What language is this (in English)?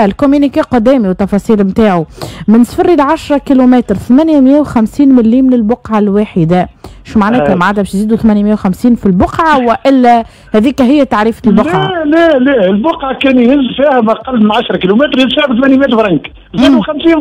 Tunisian Arabic